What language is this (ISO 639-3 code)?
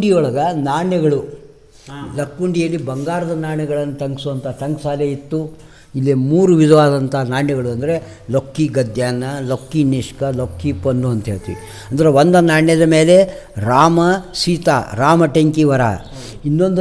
kan